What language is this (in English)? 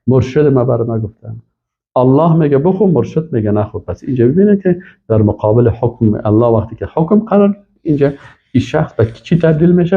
Persian